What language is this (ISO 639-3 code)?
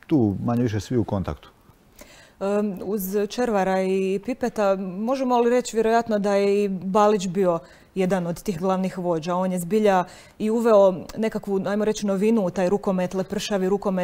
hrv